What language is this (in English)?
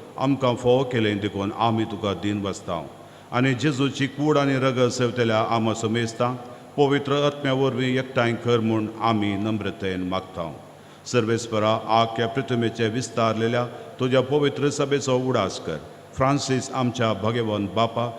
Konkani